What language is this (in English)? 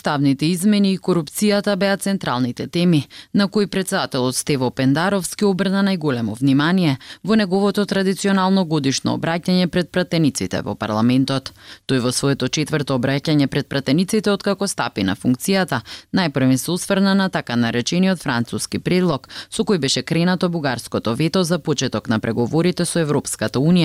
Macedonian